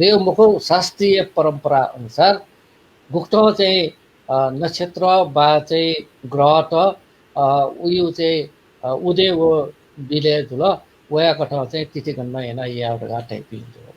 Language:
Newari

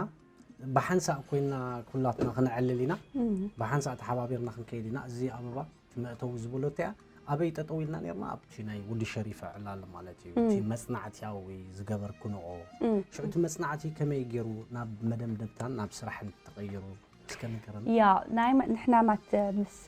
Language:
Tigrinya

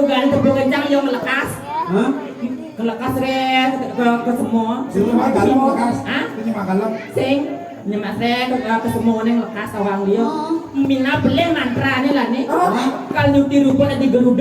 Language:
Balinese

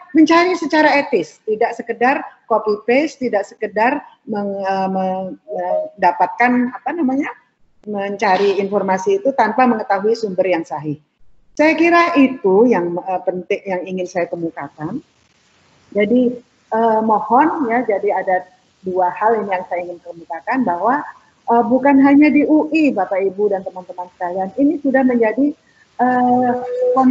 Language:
Indonesian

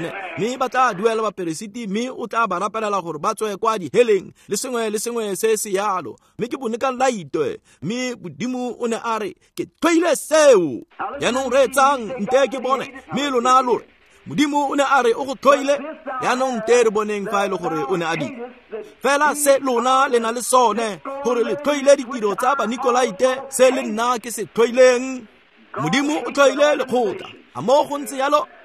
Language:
Tswana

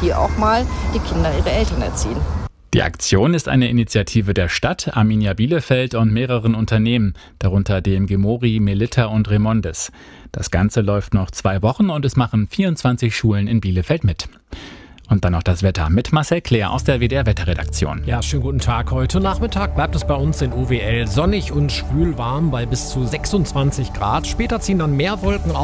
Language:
German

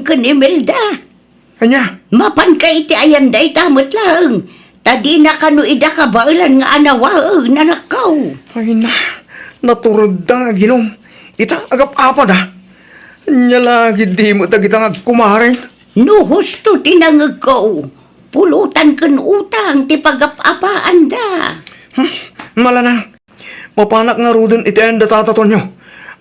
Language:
Iloko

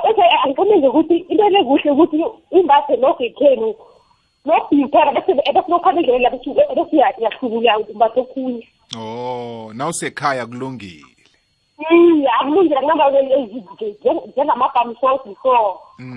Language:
South Ndebele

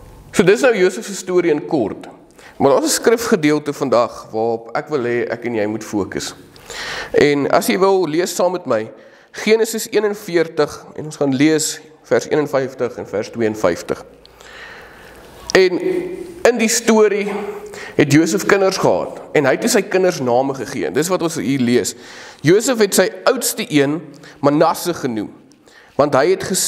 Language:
Afrikaans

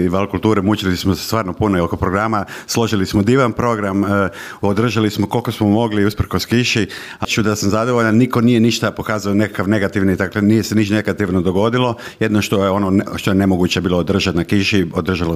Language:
Croatian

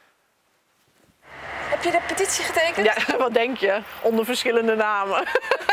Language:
Dutch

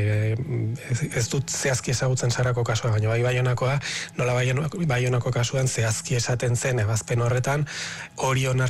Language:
Basque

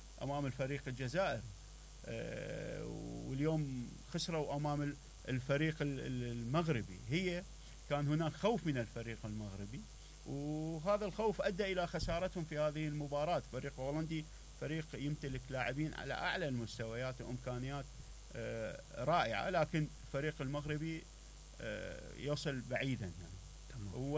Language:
Mesopotamian Arabic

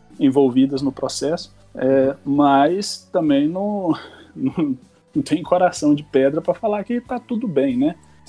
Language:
Portuguese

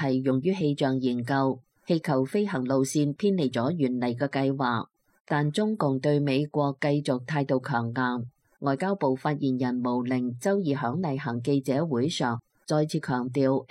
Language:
Cantonese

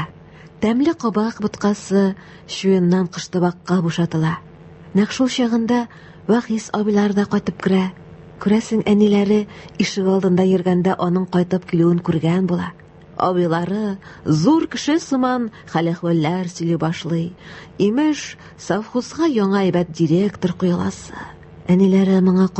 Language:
Tatar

